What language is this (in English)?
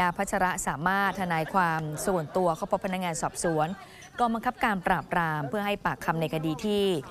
Thai